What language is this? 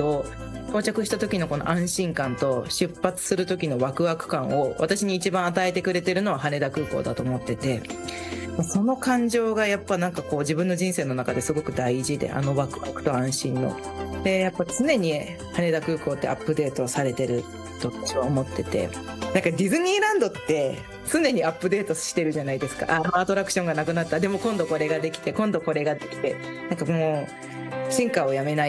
Japanese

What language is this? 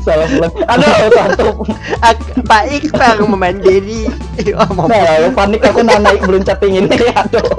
Banjar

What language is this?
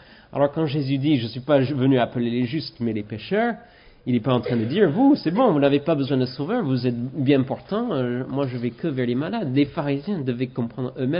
French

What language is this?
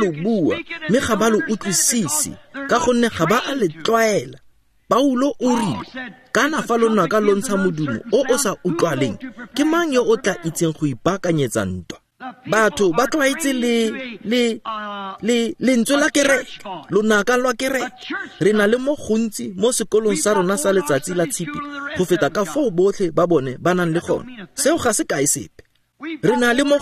Tswana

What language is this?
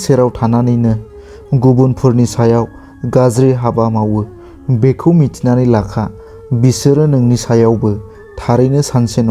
Bodo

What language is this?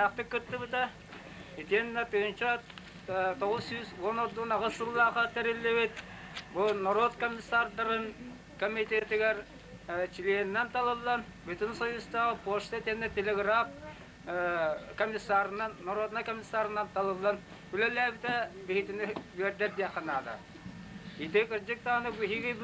Yakut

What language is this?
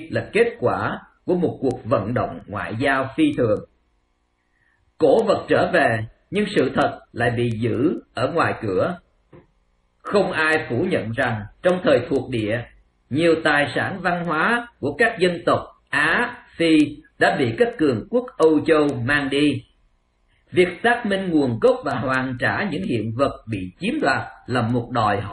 Vietnamese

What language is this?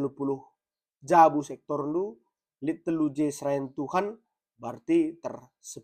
Batak Karo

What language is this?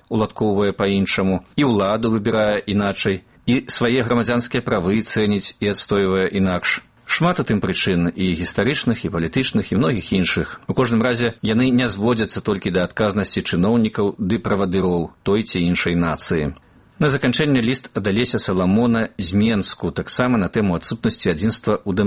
Belarusian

